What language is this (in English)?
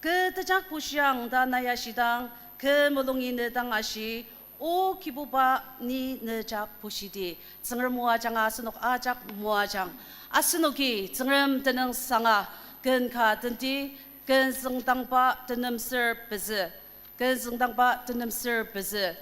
Ao Naga